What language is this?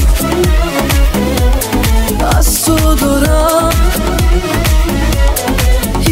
Persian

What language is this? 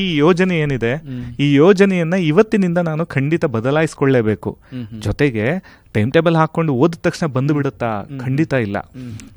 Kannada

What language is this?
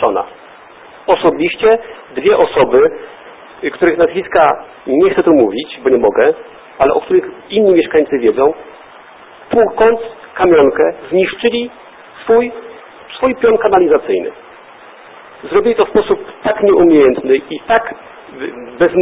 Polish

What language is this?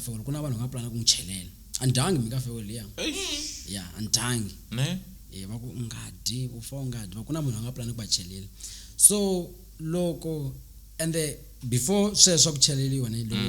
Tsonga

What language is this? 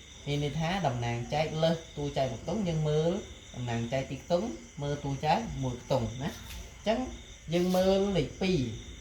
Khmer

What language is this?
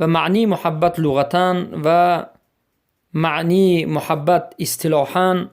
Persian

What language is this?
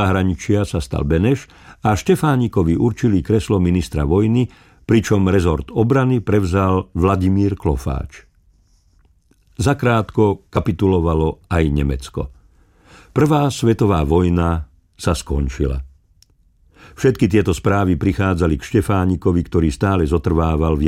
Slovak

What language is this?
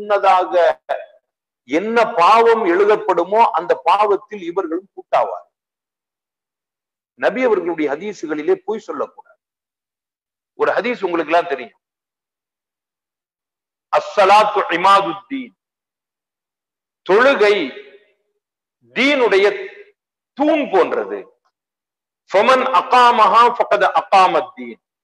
Tamil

